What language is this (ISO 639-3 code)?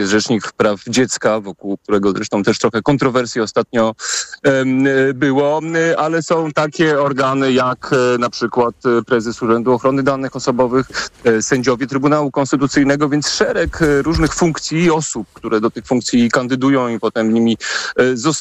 pol